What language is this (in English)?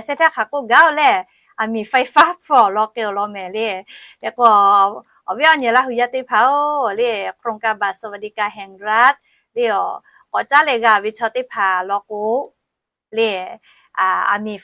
Lahu